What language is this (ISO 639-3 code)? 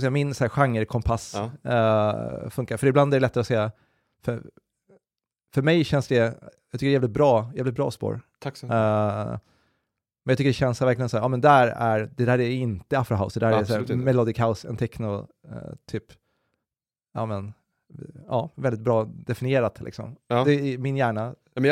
swe